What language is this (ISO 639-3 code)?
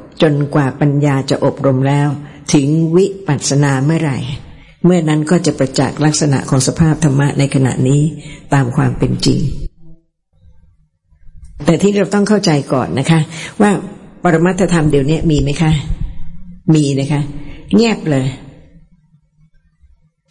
tha